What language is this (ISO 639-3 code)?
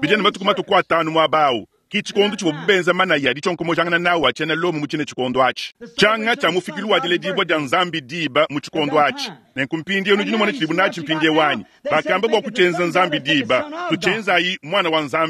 lua